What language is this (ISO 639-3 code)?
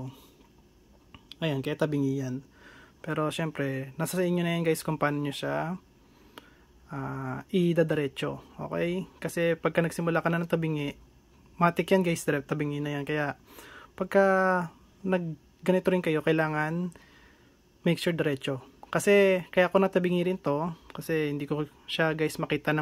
fil